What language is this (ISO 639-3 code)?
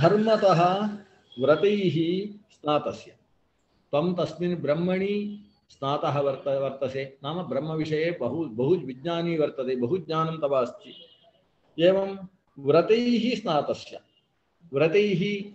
san